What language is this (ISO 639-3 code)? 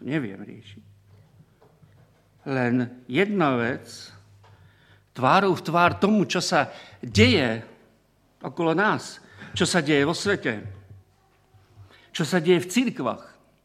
slk